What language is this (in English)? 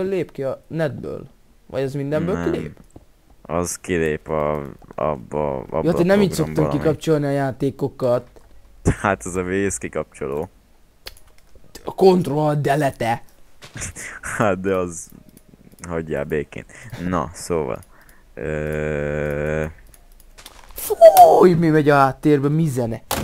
Hungarian